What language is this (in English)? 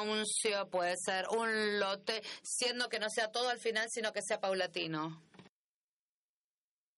Spanish